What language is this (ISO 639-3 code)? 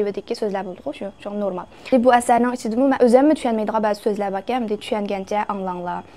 uig